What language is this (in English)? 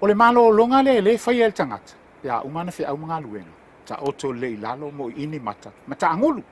Samoan